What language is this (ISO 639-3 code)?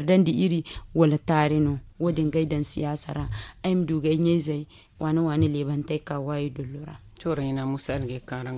dje